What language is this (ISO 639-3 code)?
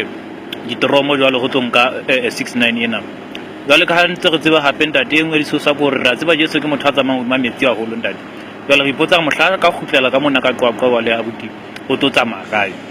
sot